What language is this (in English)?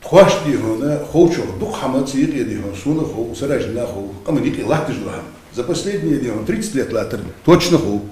Ingush